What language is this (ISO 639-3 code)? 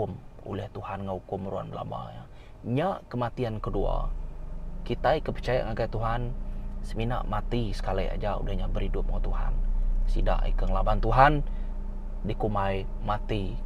iba